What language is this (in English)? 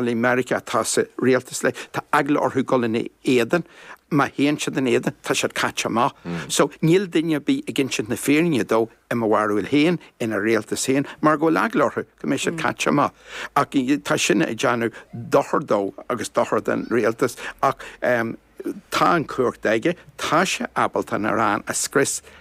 Irish